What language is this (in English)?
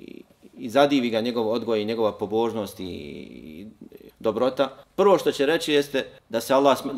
Bosnian